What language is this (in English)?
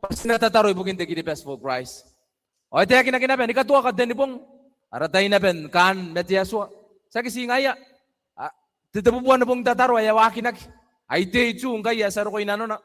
Gilbertese